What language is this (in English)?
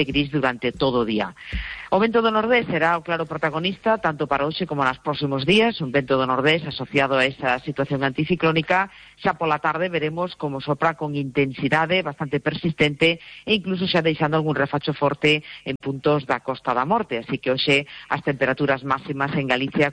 Galician